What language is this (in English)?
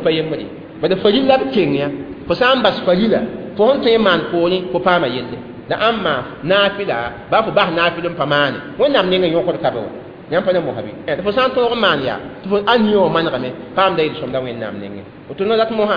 Mossi